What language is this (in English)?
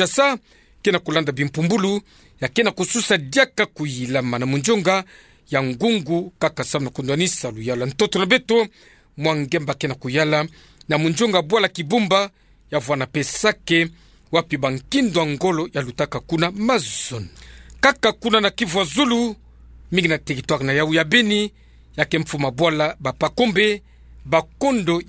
Kituba (Democratic Republic of Congo)